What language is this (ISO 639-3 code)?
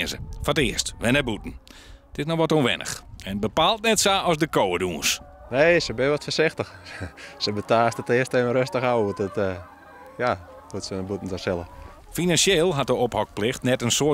fry